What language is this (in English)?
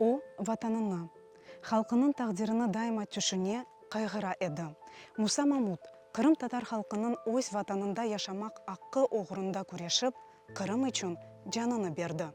Crimean Tatar